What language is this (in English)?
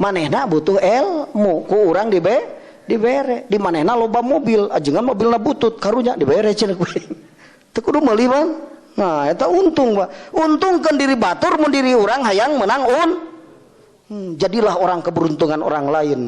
Sundanese